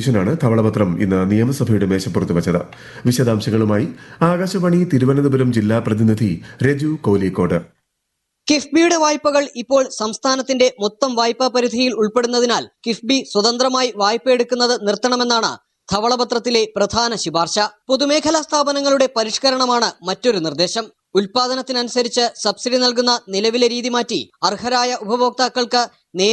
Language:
Malayalam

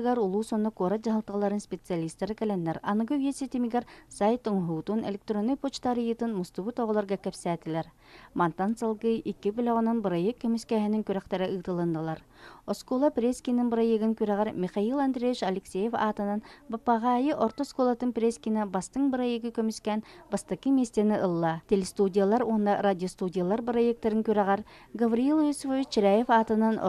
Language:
Yakut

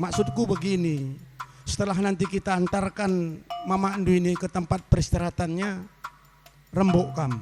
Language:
Batak Karo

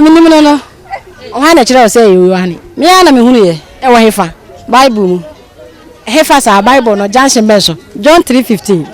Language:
Akan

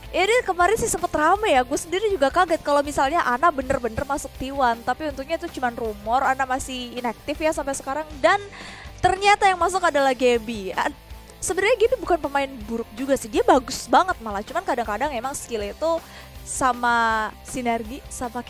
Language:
Indonesian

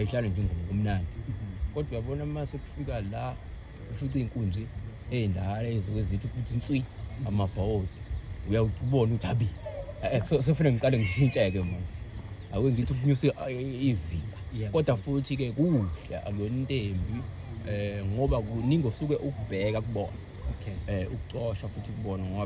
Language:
Zulu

